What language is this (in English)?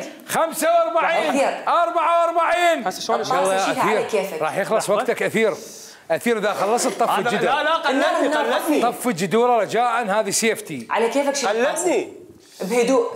Mesopotamian Arabic